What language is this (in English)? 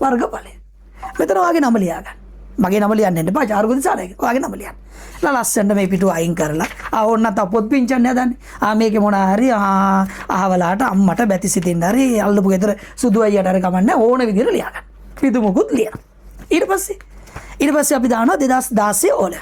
Sinhala